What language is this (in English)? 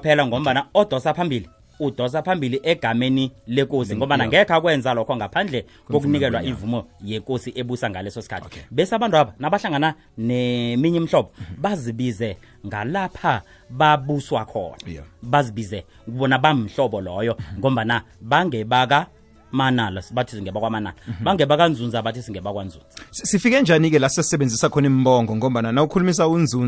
South Ndebele